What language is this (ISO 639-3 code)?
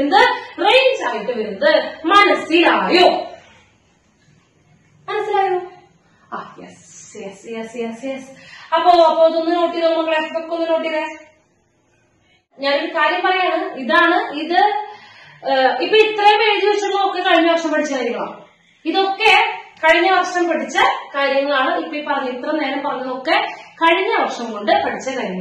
mal